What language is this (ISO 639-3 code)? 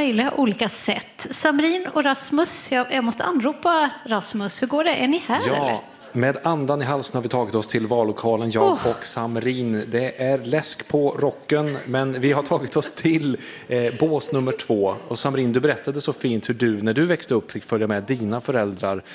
swe